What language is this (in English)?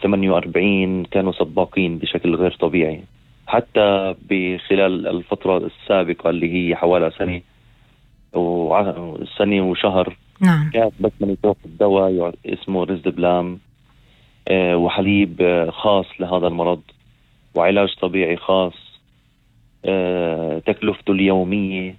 North Levantine Arabic